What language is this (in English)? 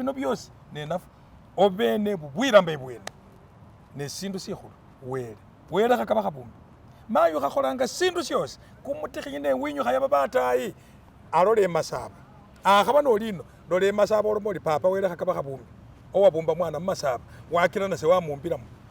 Masaaba